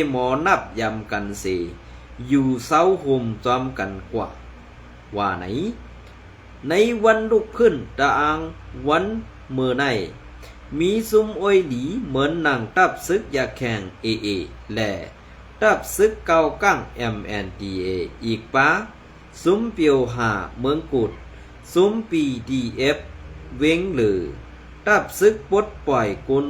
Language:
Shan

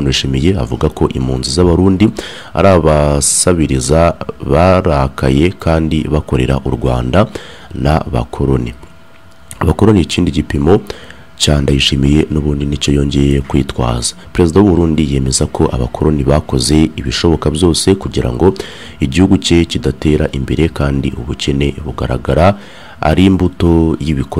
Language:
Kinyarwanda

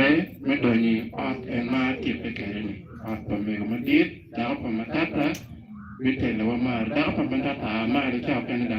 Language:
Acoli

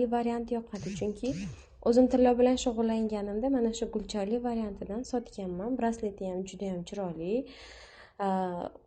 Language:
Uzbek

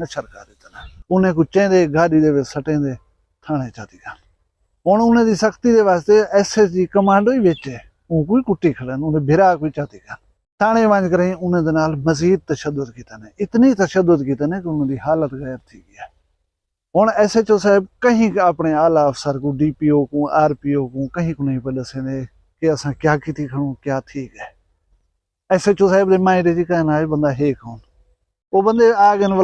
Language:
Saraiki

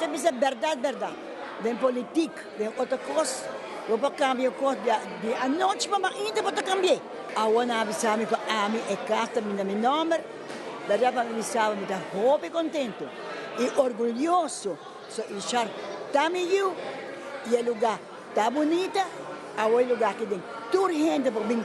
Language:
Papiamento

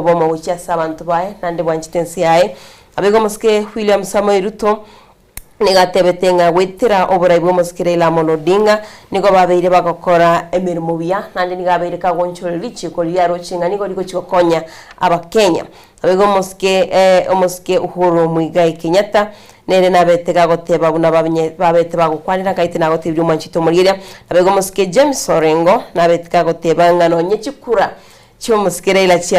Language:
Gusii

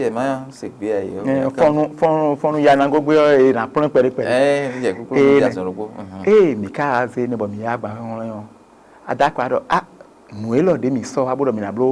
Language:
Fon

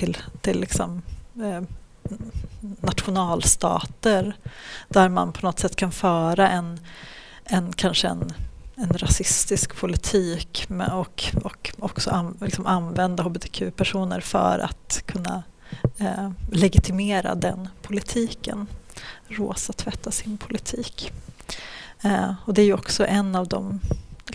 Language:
Swedish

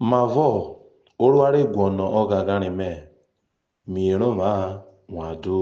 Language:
Urhobo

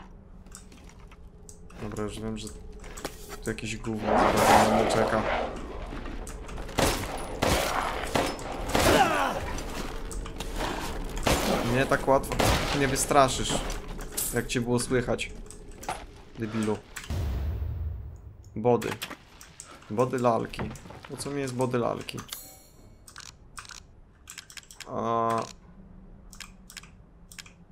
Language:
Polish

